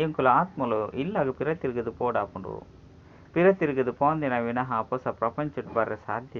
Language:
Tulu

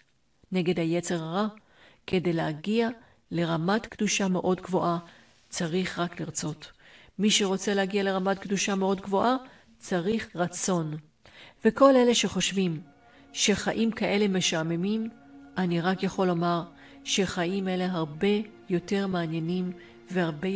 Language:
Hebrew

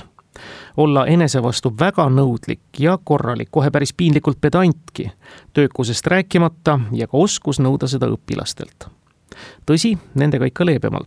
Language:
Estonian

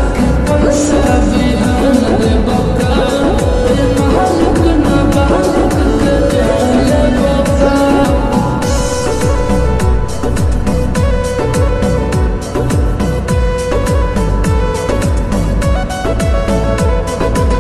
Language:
Bhojpuri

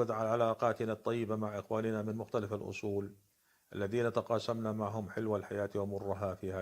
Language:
North Levantine Arabic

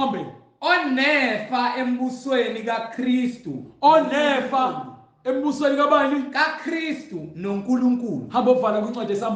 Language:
Zulu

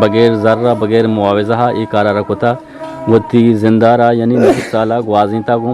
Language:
Eastern Balochi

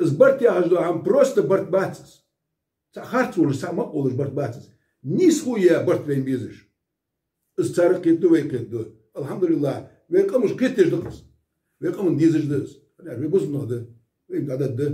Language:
Ingush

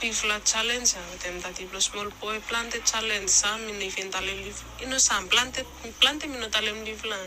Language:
Bislama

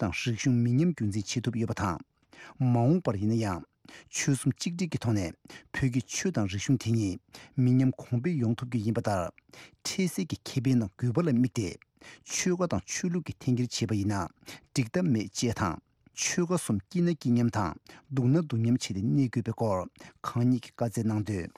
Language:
Tibetan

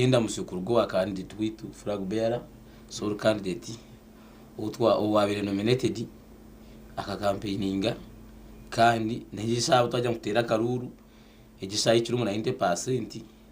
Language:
Nyankole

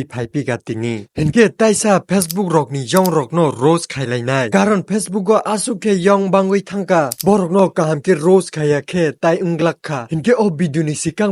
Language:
Kok Borok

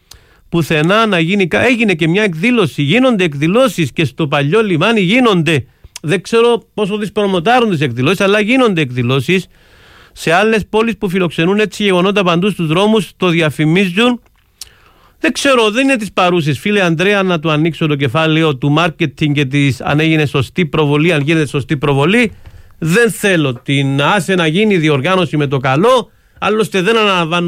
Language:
Greek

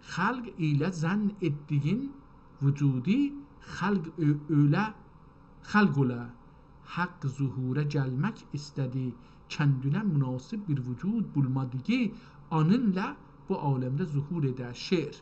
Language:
South Azerbaijani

